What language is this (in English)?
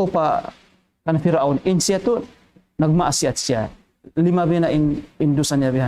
Tausug